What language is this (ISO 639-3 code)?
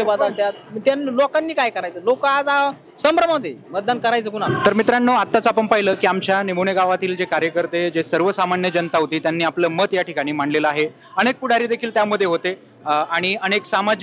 mar